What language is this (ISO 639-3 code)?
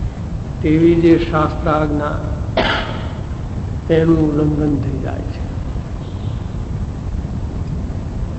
guj